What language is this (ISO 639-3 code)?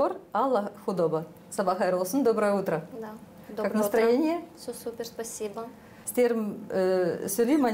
gag